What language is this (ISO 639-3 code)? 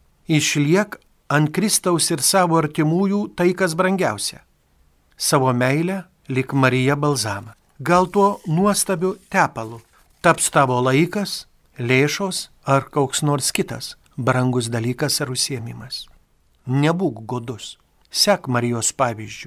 lit